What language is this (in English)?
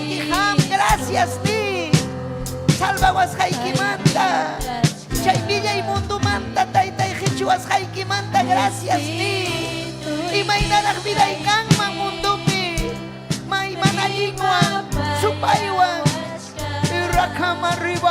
Ayacucho Quechua